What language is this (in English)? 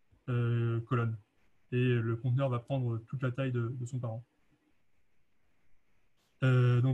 French